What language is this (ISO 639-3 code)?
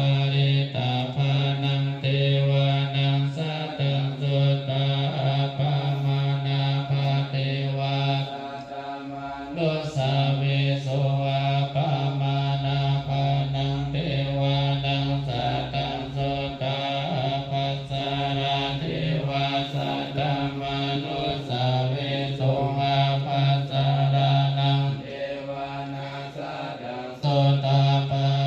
pli